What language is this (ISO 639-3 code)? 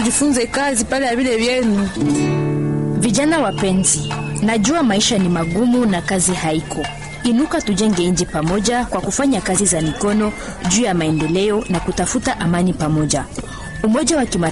swa